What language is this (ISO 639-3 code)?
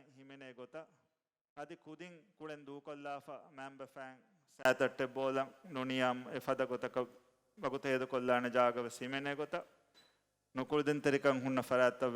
div